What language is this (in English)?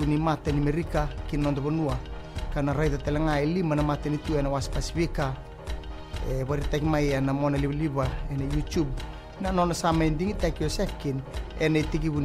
Fijian